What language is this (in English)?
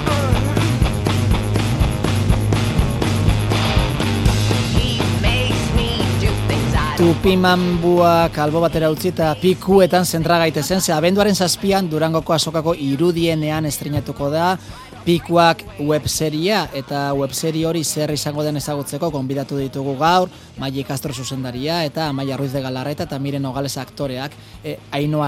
Basque